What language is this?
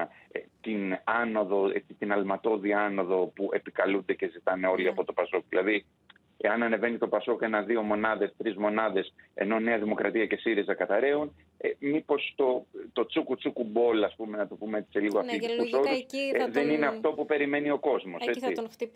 Greek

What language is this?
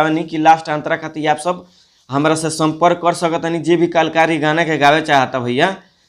Bhojpuri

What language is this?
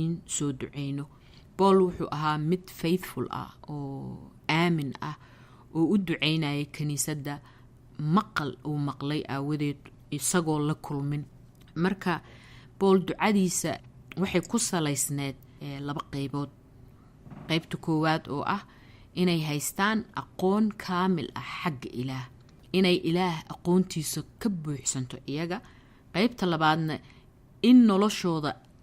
Somali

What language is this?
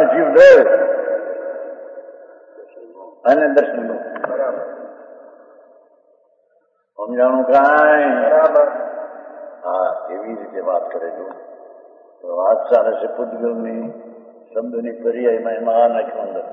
Gujarati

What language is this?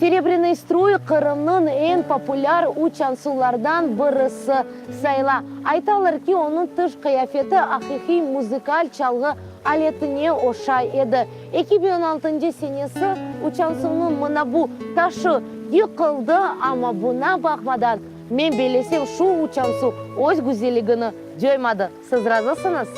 Crimean Tatar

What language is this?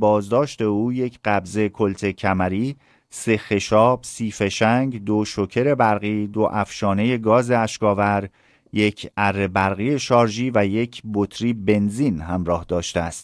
Persian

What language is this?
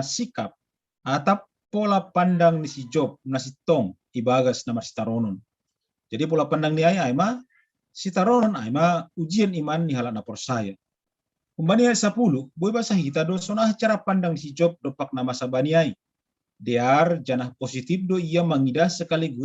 Batak Simalungun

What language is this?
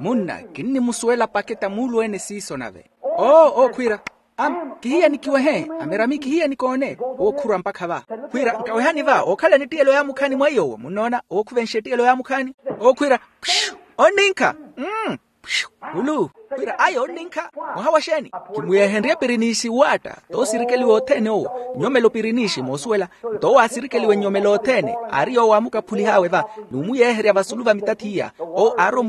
Makhuwa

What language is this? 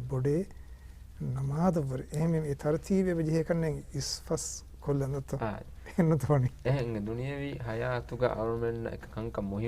Divehi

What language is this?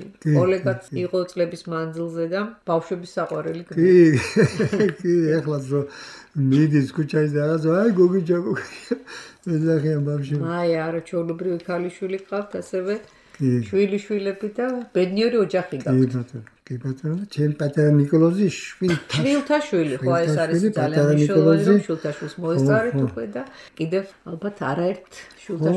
Georgian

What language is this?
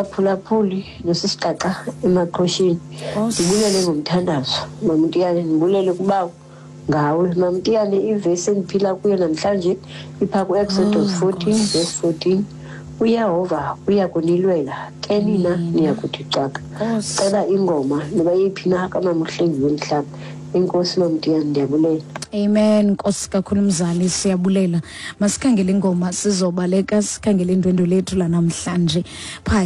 Xhosa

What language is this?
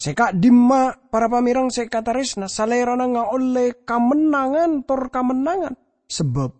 Madurese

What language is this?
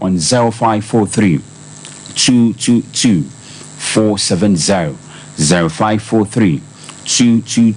Akan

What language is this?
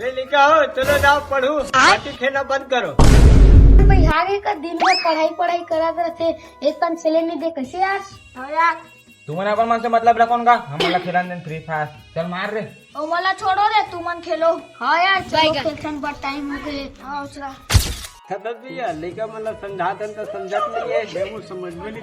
Chhattisgarhi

